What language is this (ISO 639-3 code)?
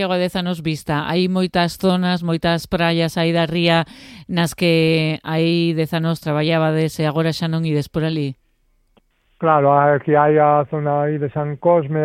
glg